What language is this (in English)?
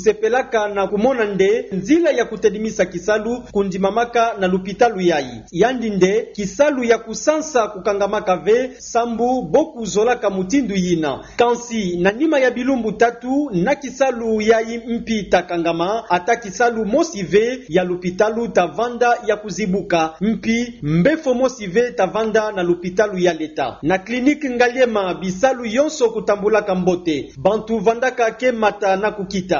Kituba (Democratic Republic of Congo)